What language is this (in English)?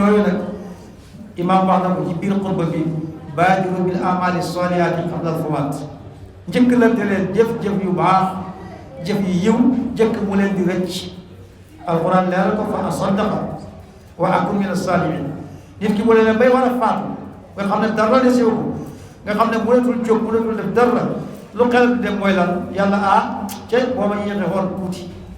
Wolof